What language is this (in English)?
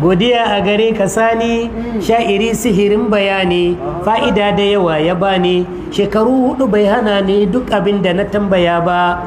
Hausa